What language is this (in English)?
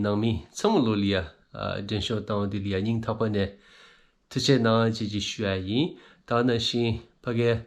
Tibetan